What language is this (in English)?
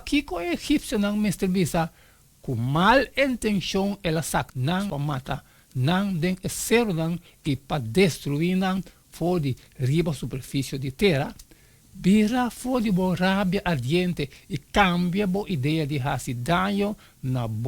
Papiamento